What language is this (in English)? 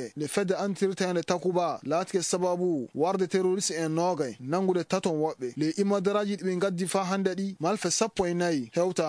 Fula